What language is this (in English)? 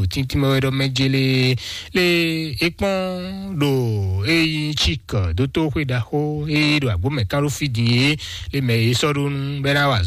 Fon